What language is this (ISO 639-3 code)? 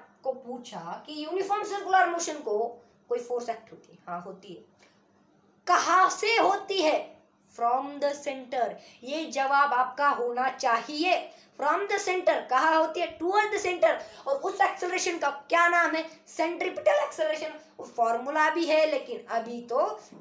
hin